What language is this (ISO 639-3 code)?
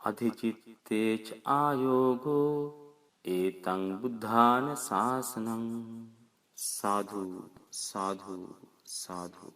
sin